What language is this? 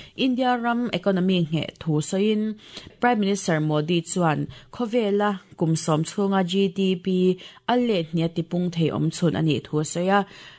Mizo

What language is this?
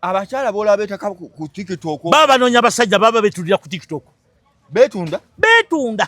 Ganda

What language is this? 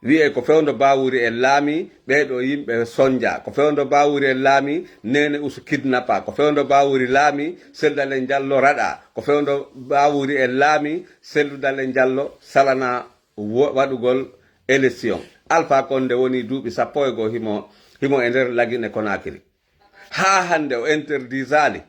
Fula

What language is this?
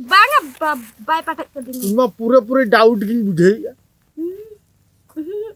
Santali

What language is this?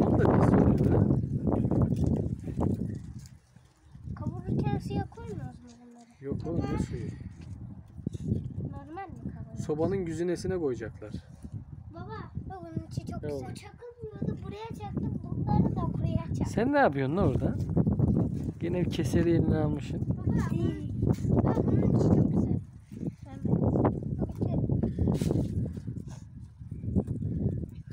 Turkish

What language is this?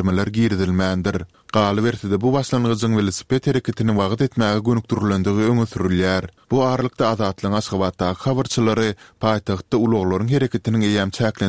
Turkmen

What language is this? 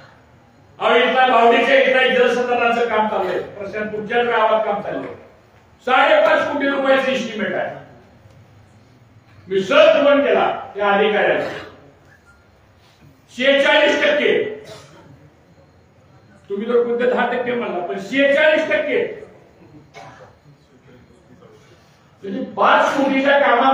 Marathi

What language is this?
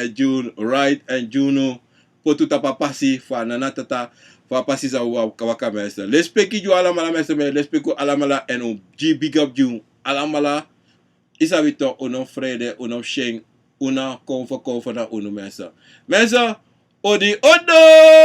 Sranan Tongo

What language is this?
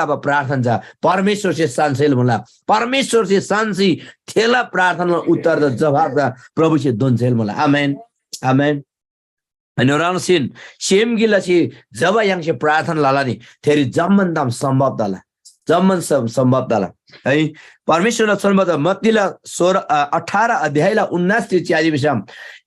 Eastern Tamang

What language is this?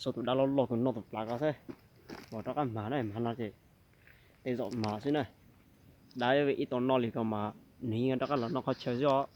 Hmong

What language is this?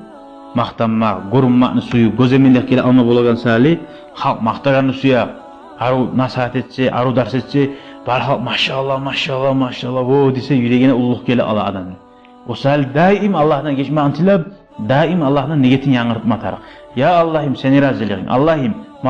Kumyk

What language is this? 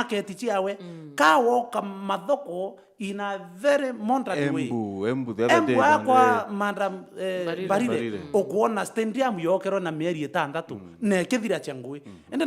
Meru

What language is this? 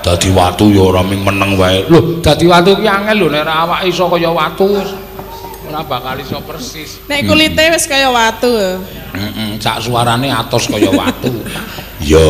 Javanese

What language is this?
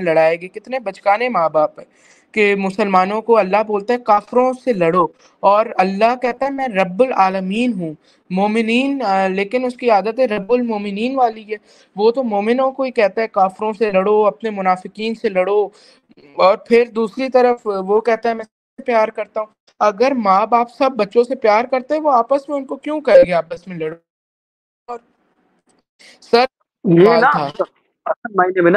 Urdu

